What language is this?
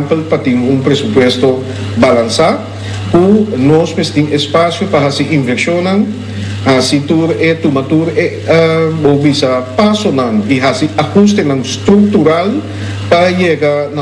Papiamento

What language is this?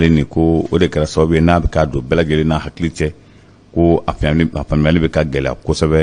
Bambara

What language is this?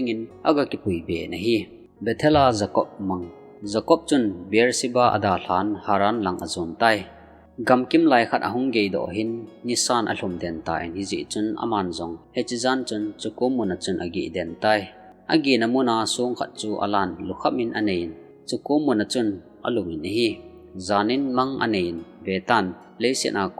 Thado Chin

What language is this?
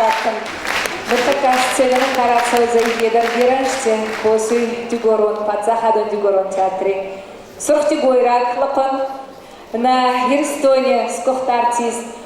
Ossetic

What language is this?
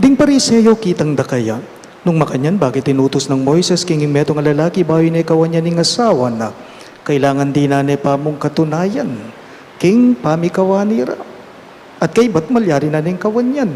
Pampanga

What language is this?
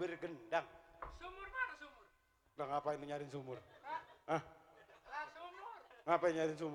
Betawi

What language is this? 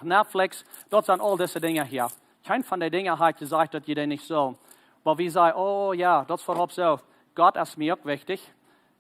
Plautdietsch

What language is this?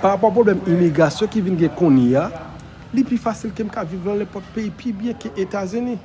Haitian Creole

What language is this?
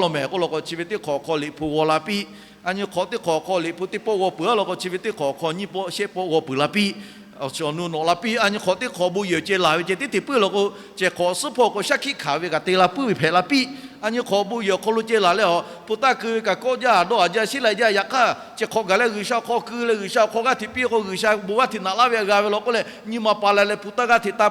Lahu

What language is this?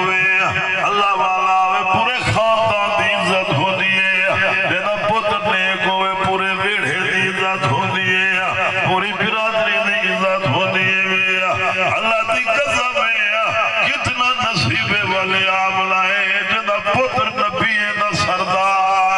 Saraiki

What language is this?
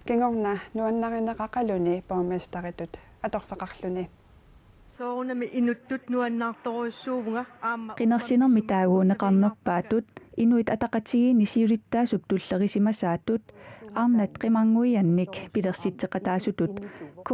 Kalaallisut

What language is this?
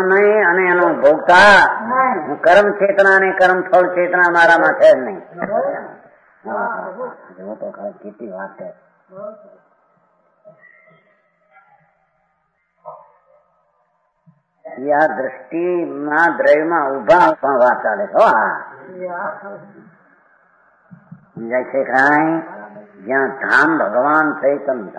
Gujarati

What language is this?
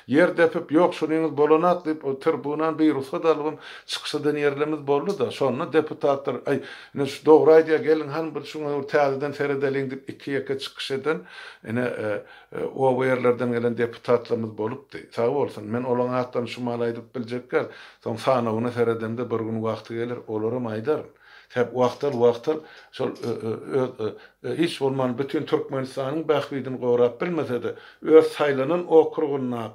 Turkmen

